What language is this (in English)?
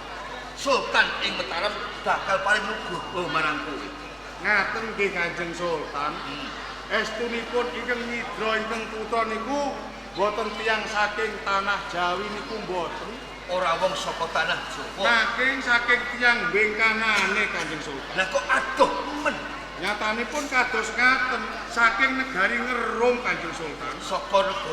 Javanese